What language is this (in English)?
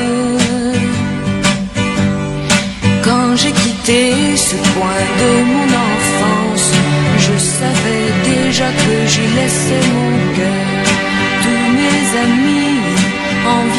French